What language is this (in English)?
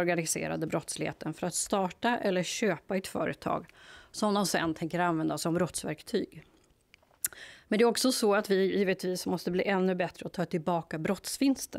Swedish